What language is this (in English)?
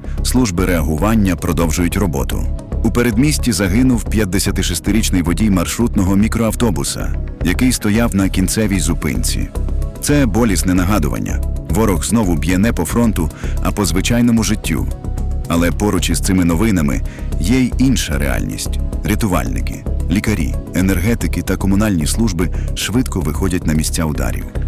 Ukrainian